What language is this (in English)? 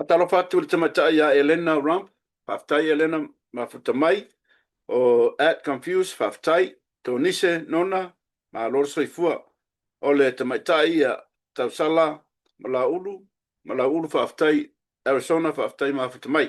Samoan